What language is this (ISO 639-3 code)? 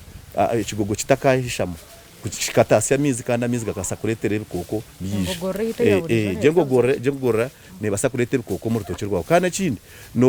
nyn